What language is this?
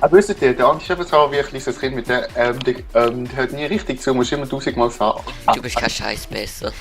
Swiss German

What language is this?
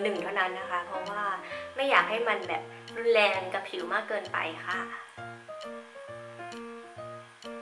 Thai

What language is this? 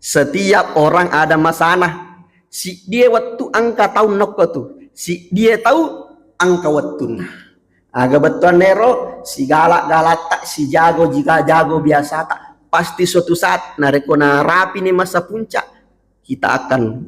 Buginese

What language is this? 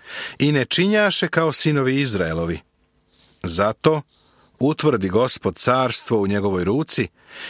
Serbian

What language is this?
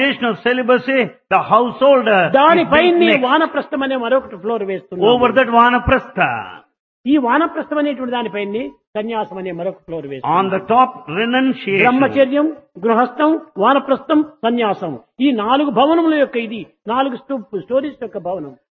Telugu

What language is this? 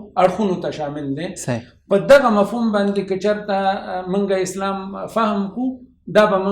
Pashto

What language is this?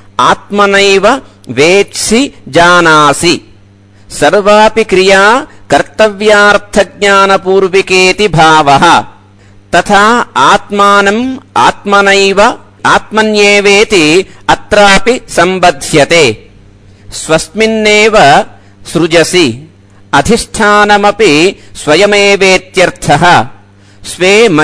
Sanskrit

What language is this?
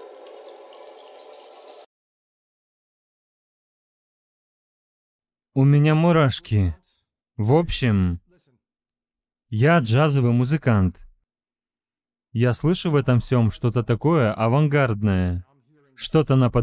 Russian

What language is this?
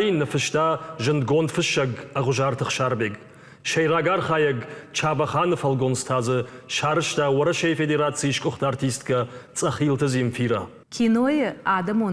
Ossetic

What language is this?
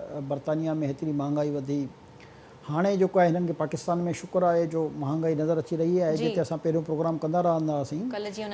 Sindhi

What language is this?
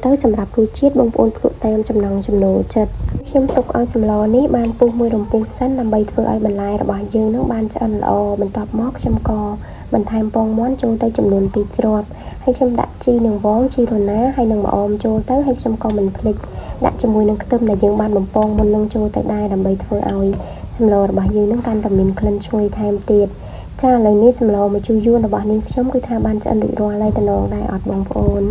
Khmer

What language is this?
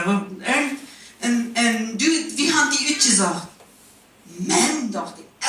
Plautdietsch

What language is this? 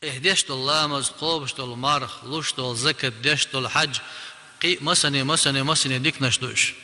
Chechen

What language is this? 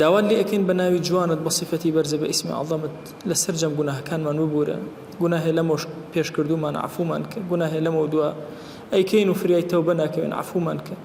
Central Kurdish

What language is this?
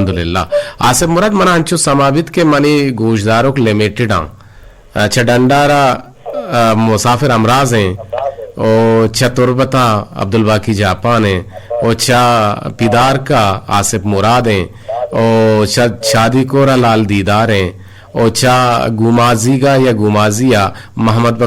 Eastern Balochi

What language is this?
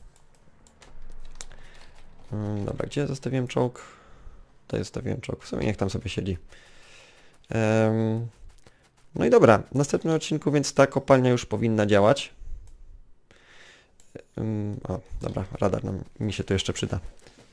Polish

